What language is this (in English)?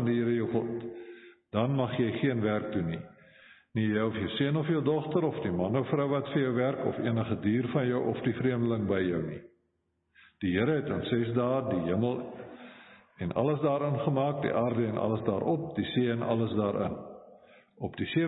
Afrikaans